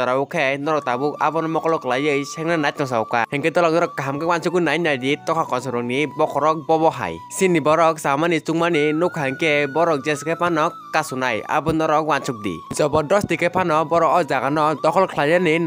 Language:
Kok Borok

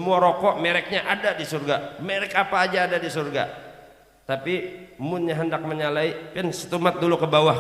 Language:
Banjar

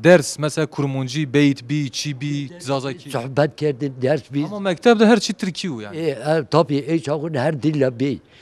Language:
Zaza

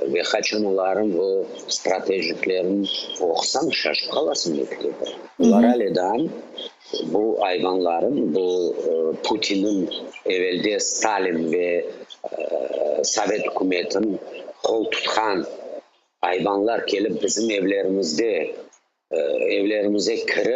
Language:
Crimean Tatar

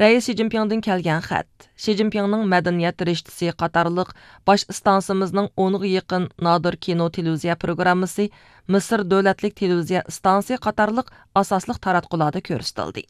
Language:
Uyghur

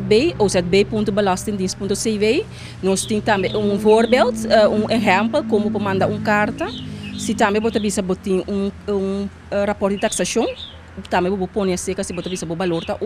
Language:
Papiamento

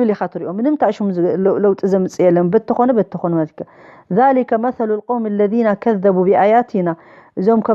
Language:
Tigrinya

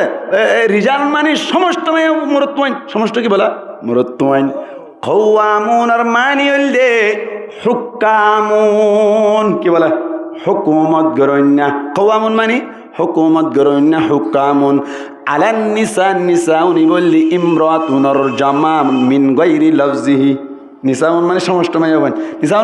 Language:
Rohingya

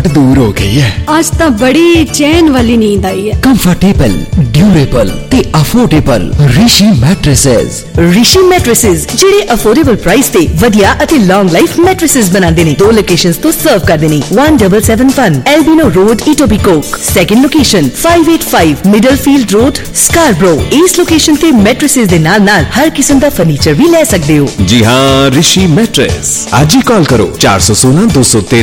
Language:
Punjabi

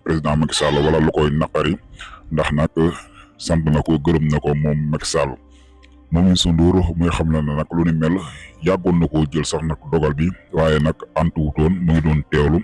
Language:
Wolof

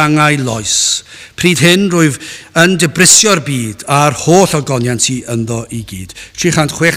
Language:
Welsh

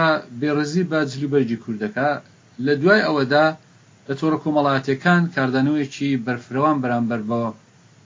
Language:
Central Kurdish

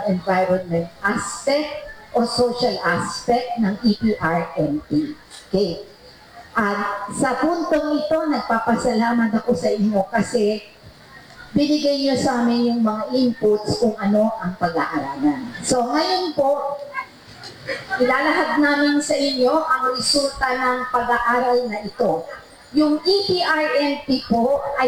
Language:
Filipino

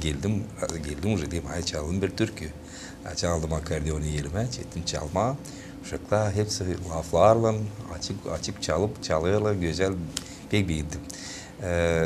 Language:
Gagauz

